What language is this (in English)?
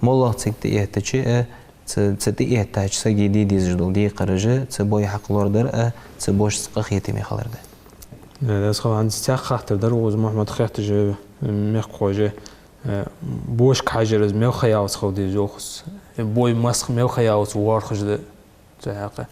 Ingush